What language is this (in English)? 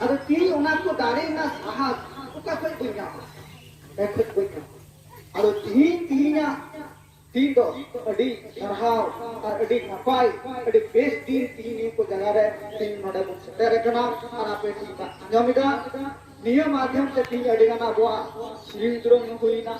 Santali